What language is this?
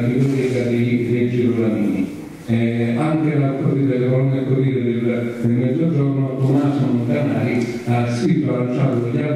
Italian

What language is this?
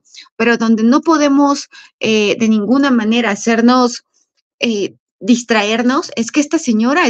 Spanish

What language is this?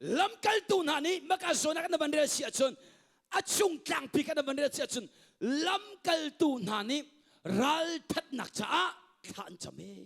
Hakha Chin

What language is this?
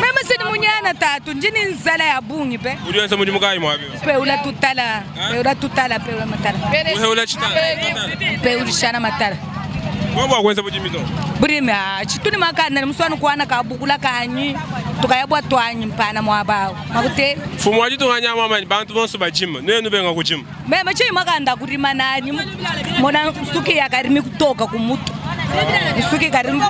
Luba-Lulua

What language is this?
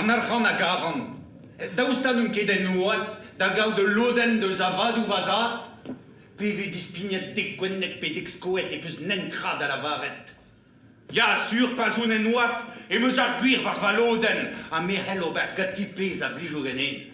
Breton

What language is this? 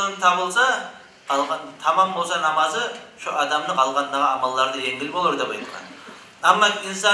Kumyk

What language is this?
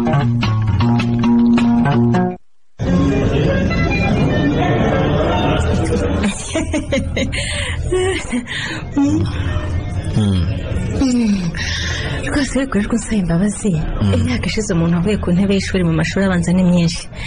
Kinyarwanda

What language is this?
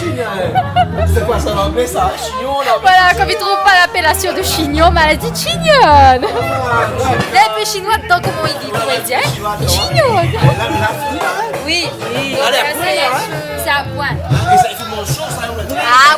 Réunion Creole French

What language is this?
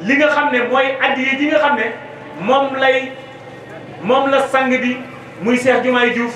Wolof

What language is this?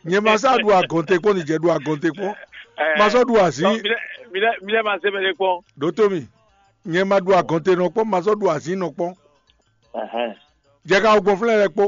Fon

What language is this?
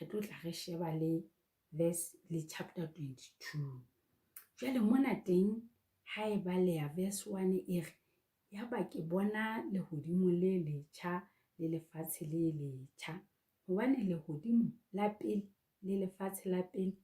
Southern Sotho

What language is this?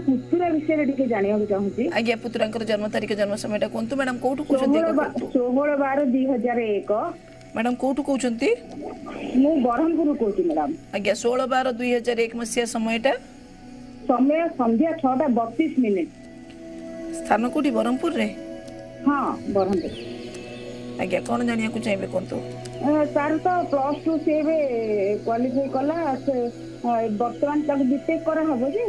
Odia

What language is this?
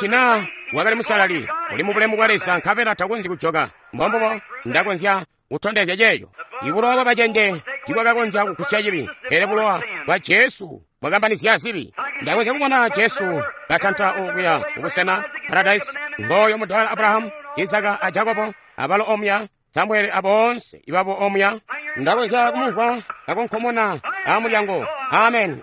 Tonga (Zambia)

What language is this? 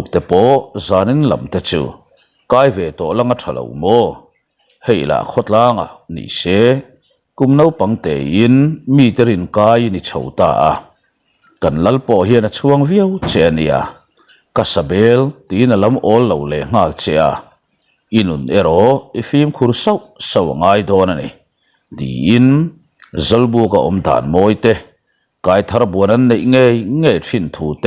Mizo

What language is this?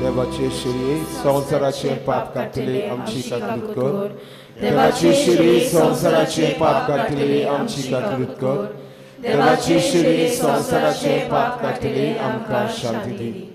Konkani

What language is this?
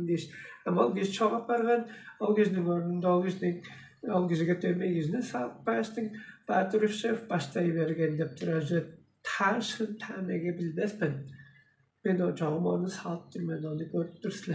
Tuvinian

